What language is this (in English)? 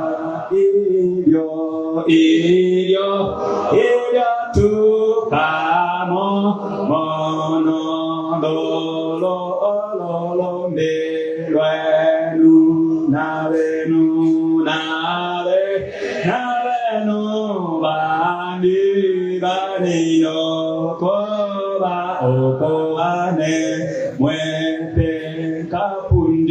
Bemba